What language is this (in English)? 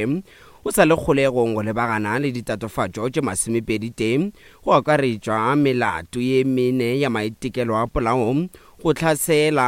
Northern Sotho